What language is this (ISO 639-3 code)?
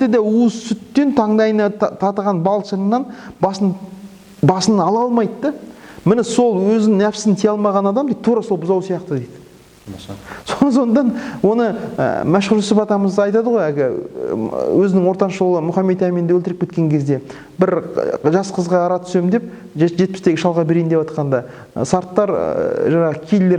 kaz